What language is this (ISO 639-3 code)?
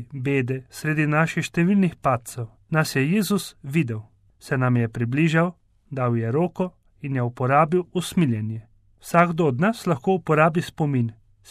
slv